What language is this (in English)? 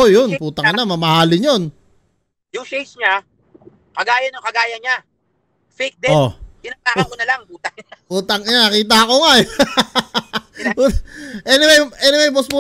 Filipino